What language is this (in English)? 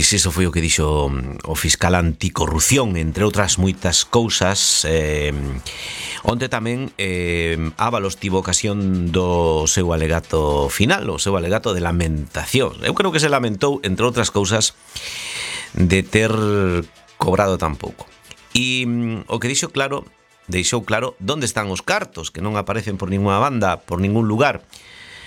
Galician